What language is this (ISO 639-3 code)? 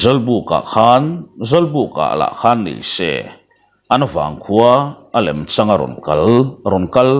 lus